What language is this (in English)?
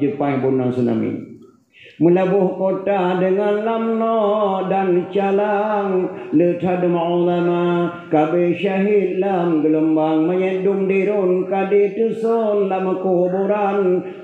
Achinese